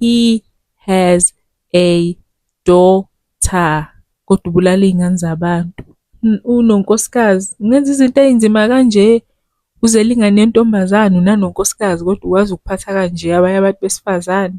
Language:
Zulu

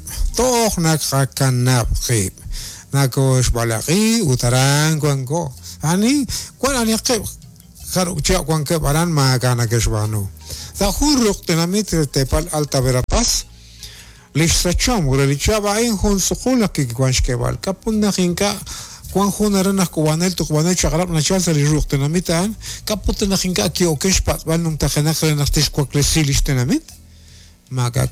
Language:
Kekchí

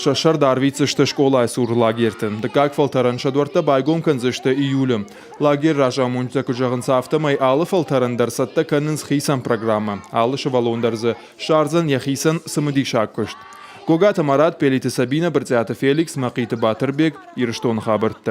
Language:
Ossetic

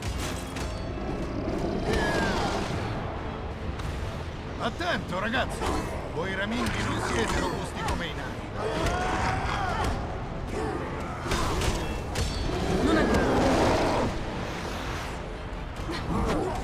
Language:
Italian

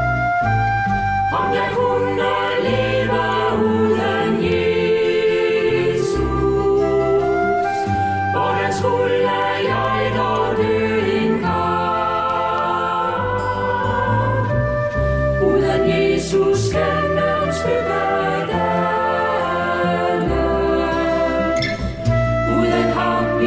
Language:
Danish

